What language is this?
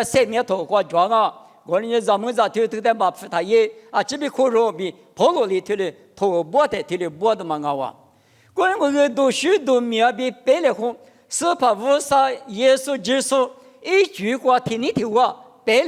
Lisu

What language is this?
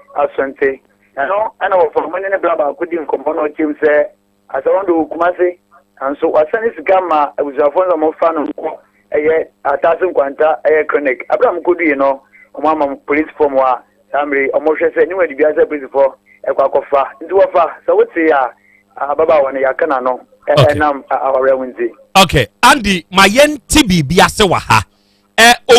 Akan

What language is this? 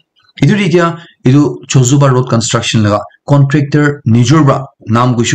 Naga Pidgin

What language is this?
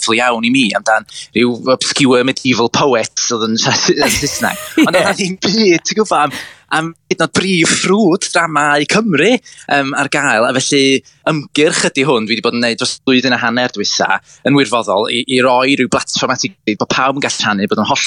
Welsh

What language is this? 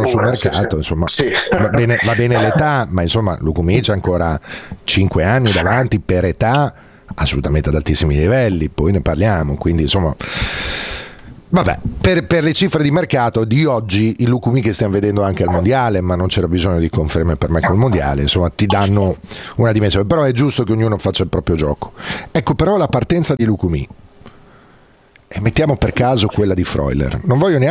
Italian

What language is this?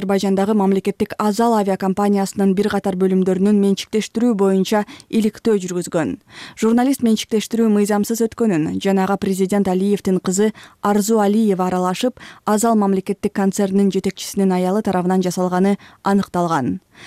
Kyrgyz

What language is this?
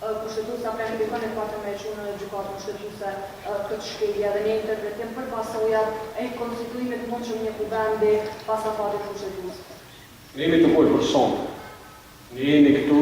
Albanian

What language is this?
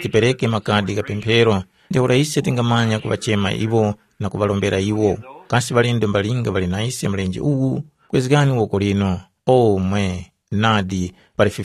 Tumbuka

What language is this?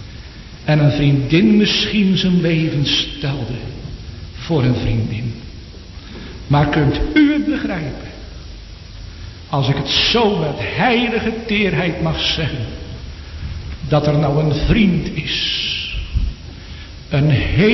Dutch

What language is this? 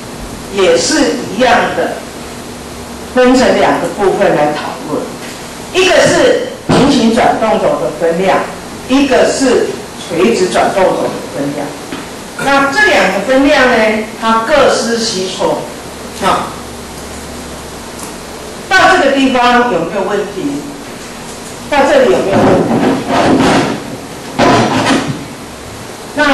Chinese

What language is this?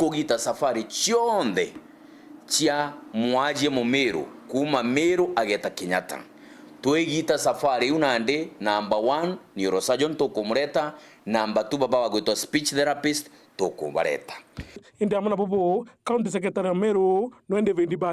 Meru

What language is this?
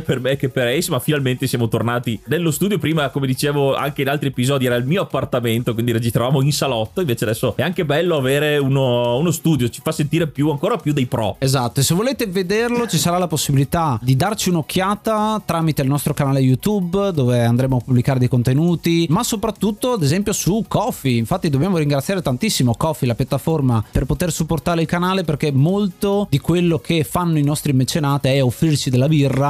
Italian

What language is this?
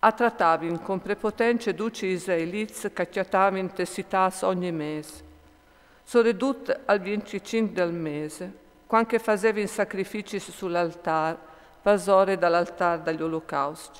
Friulian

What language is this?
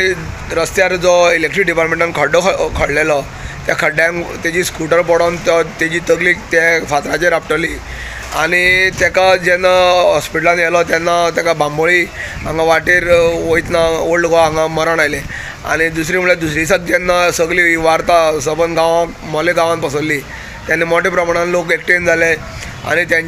Konkani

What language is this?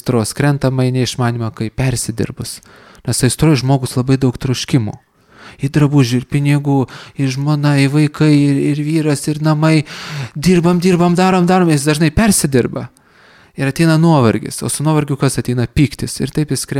Lithuanian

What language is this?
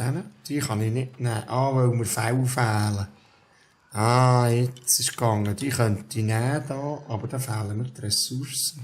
Swiss German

